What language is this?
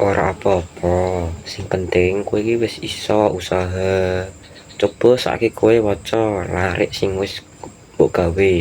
Javanese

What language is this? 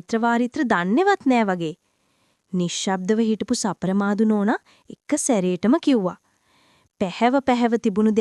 Sinhala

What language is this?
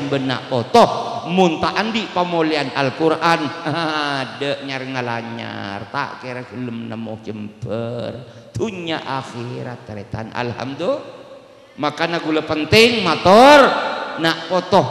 Madurese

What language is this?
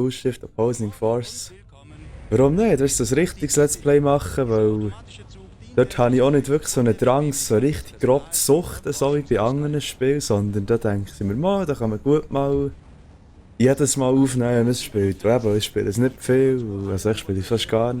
Swiss German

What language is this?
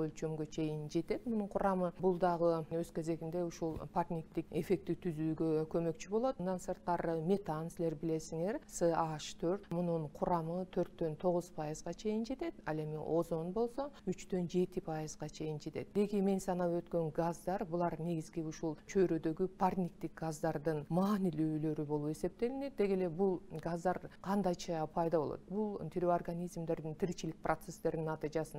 Kyrgyz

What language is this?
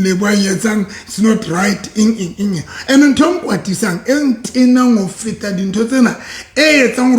Southern Sotho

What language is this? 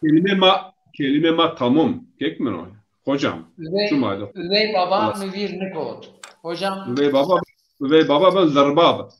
Zaza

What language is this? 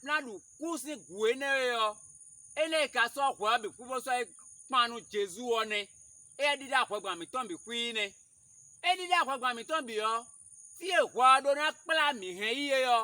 Fon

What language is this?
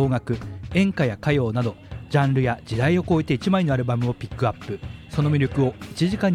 Japanese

